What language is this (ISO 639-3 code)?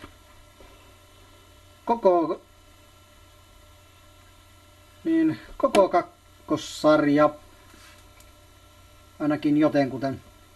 fin